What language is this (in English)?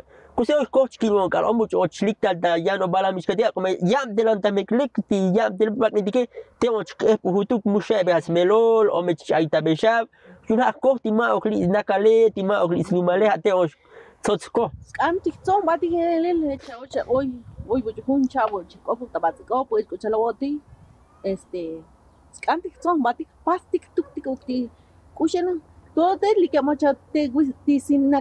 Tzotzil